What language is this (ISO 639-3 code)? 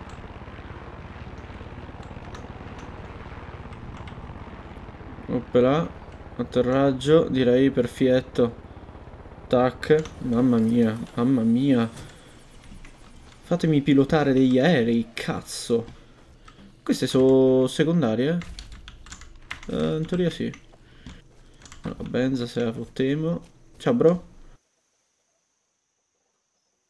ita